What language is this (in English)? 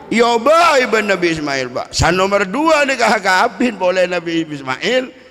Madurese